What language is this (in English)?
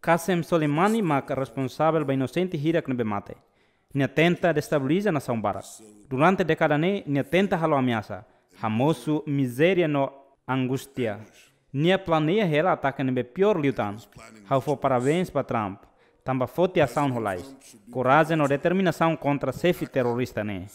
Tetum